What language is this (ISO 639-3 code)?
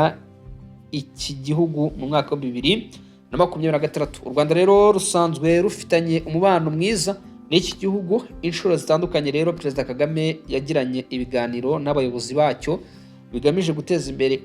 kin